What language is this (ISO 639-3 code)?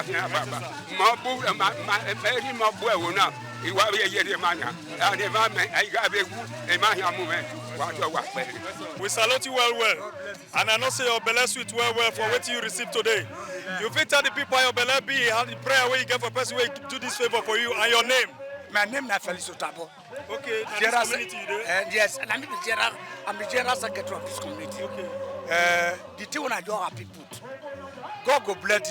pcm